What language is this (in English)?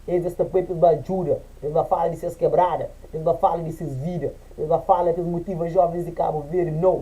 Kabuverdianu